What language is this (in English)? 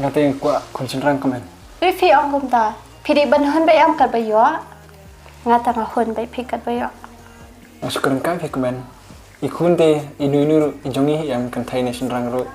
Khasi